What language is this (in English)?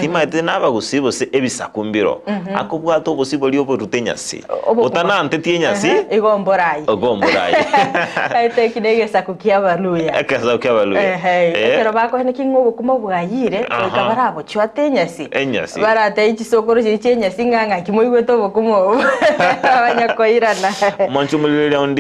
Gusii